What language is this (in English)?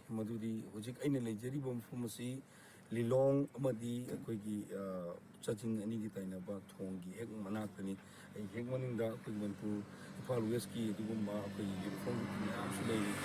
Manipuri